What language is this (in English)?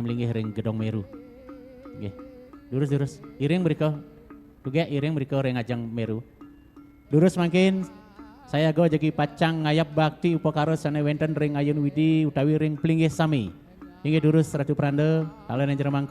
Balinese